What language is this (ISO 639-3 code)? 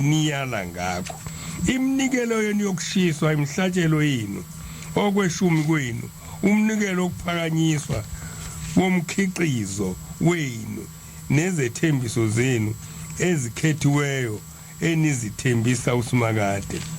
zul